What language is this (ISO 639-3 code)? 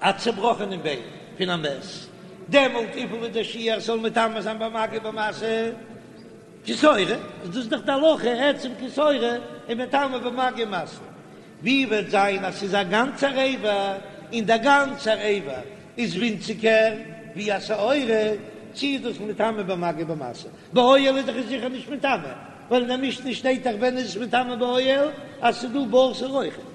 yid